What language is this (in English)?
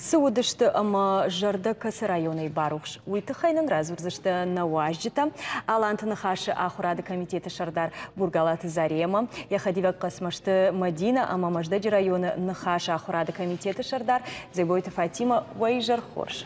Ossetic